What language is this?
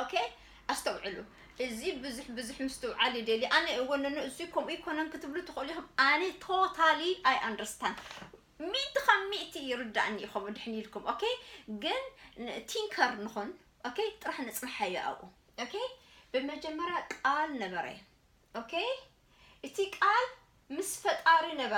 Tigrinya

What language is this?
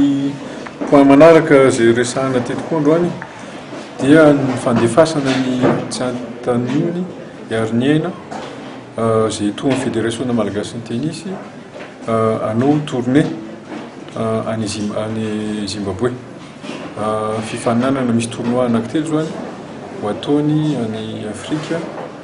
Malagasy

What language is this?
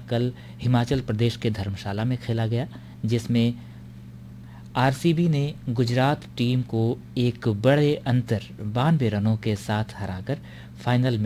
Hindi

